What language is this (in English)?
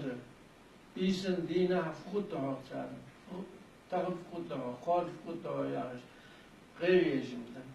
Ingush